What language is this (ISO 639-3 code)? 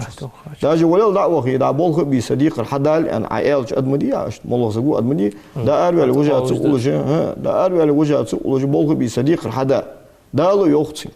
inh